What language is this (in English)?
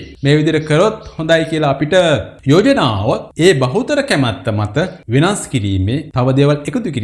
Sinhala